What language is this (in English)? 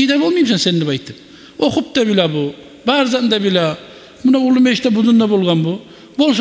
Kumyk